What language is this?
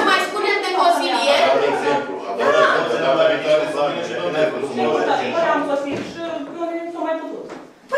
Romanian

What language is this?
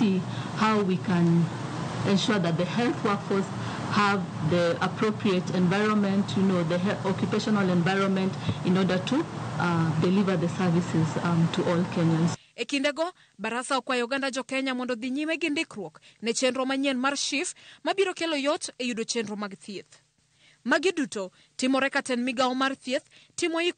Luo (Kenya and Tanzania)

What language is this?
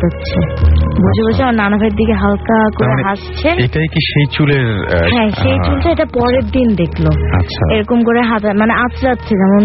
Bangla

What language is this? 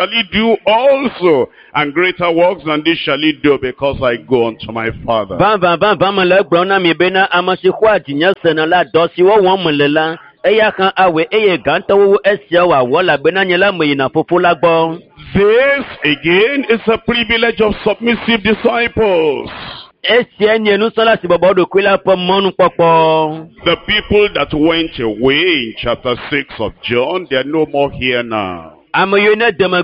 Ewe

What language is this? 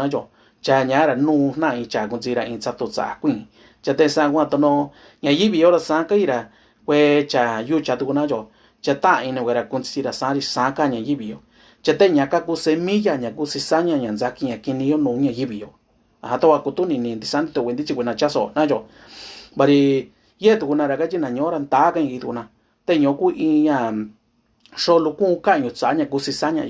Mixtepec Mixtec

